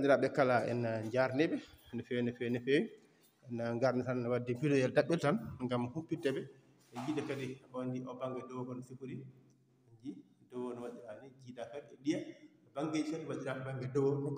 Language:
Fula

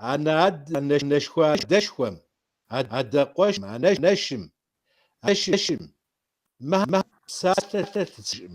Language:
Kabardian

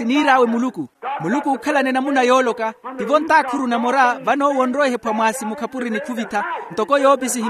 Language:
Makhuwa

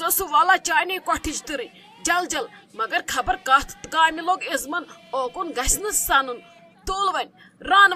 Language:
Kashmiri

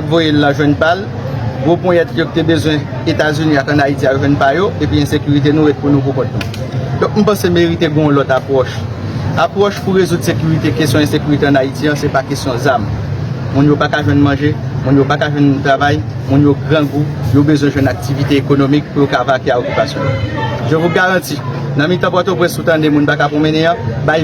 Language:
Haitian Creole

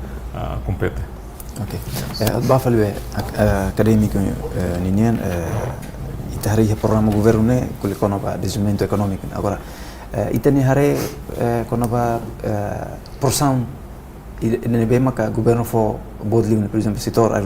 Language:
Tetum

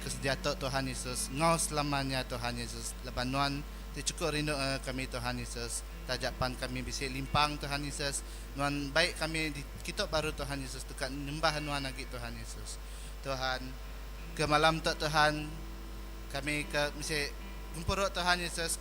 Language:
Iban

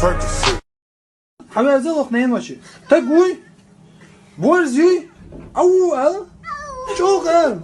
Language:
Chechen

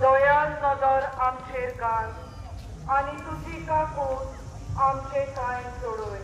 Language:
Konkani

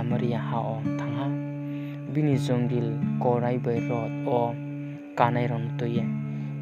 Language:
Riang (India)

